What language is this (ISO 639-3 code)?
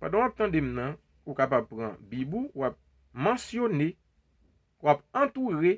hat